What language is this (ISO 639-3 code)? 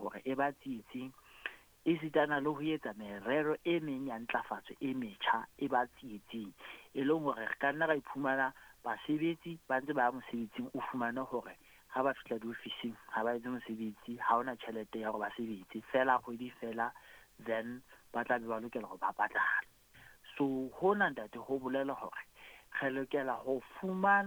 sot